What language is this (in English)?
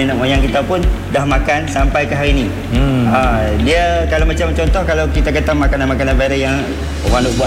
Malay